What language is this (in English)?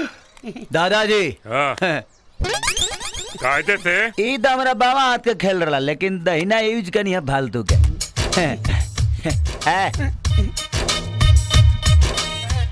Bhojpuri